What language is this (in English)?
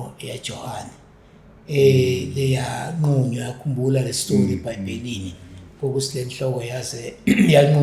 Zulu